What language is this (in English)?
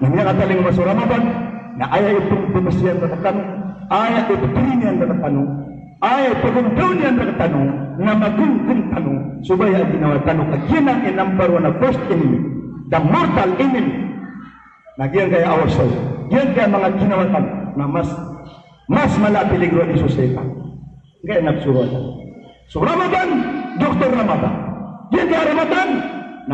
Maranao